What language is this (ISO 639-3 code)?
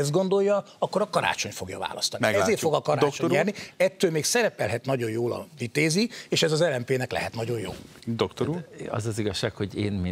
hun